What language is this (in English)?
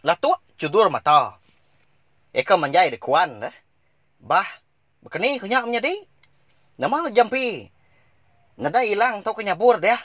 Iban